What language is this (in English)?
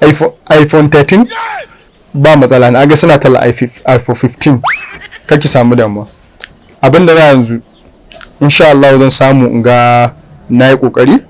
Hausa